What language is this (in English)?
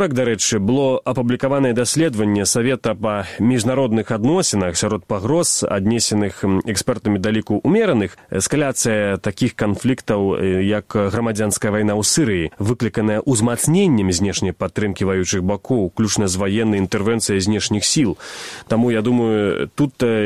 Belarusian